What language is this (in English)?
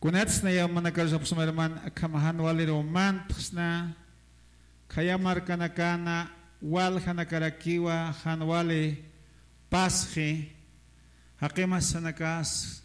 Aymara